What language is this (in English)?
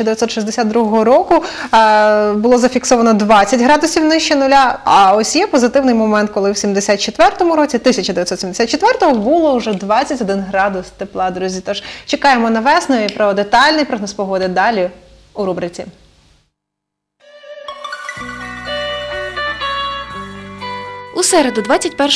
Ukrainian